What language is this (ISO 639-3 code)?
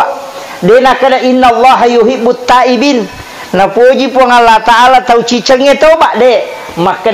bug